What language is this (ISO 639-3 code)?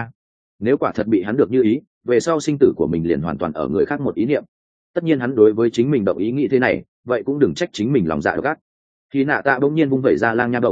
vie